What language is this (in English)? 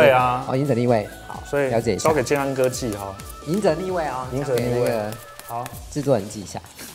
Chinese